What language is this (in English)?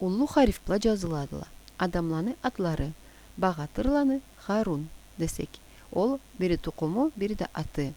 Karachay-Balkar